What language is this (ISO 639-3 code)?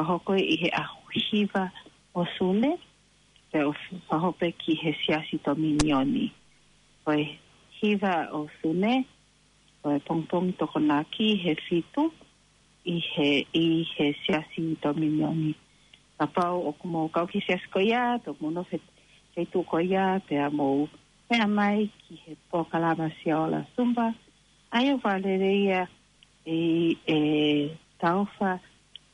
ton